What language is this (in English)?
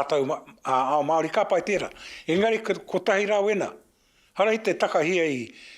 Māori